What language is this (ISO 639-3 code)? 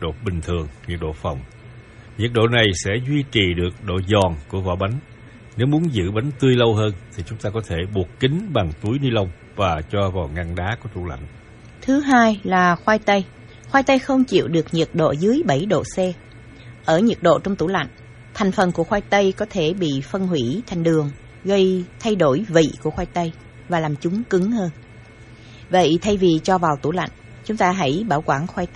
vie